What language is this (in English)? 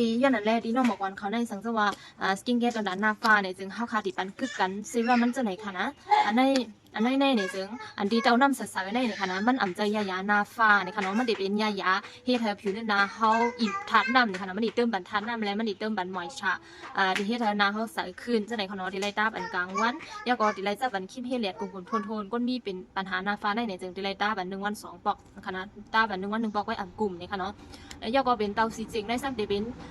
Shan